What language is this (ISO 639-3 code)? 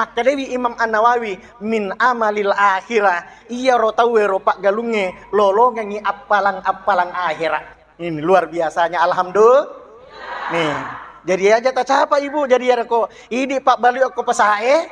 bug